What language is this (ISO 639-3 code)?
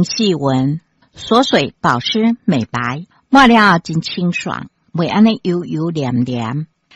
nan